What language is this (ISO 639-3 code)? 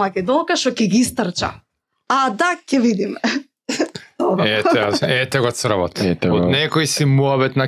mkd